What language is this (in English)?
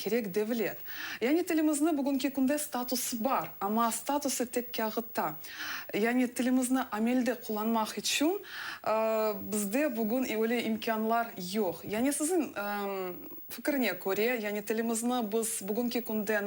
Crimean Tatar